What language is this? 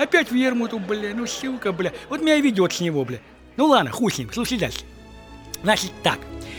Russian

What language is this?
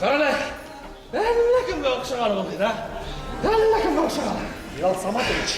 Bashkir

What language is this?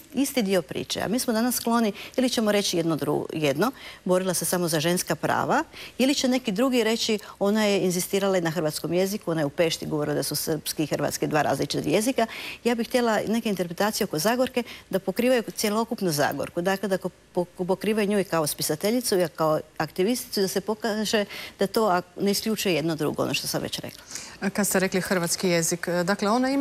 Croatian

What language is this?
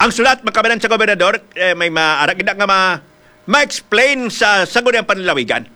Hiligaynon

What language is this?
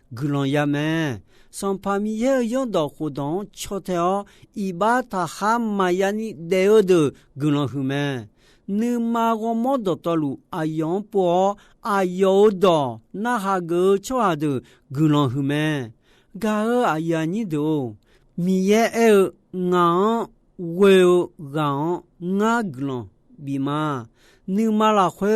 Akha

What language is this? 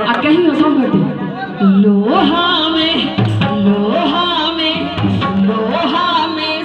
Maithili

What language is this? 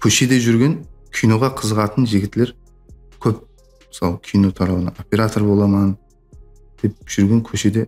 Kara-Kalpak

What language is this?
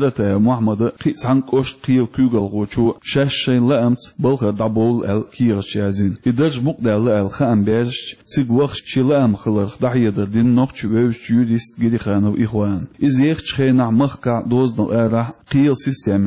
Chechen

